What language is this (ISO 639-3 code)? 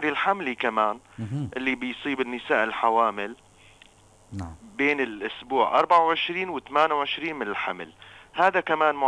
apc